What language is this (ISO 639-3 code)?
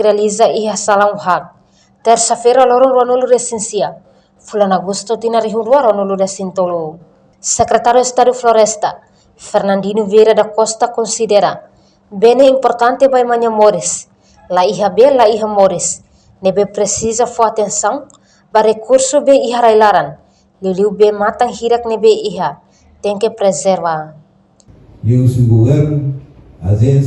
tet